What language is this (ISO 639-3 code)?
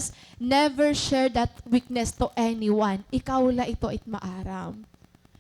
war